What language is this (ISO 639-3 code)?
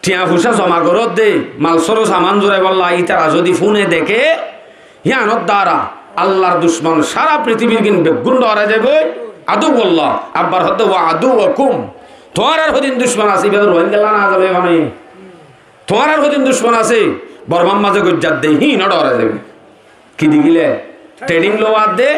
rhg